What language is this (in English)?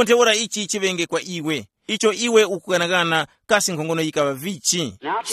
Tumbuka